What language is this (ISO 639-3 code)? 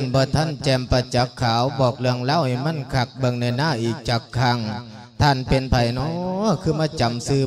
lao